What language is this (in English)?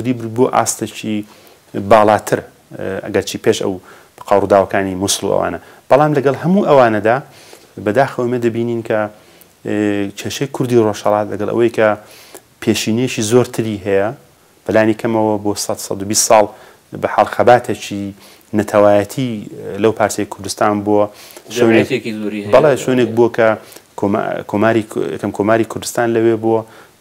Central Kurdish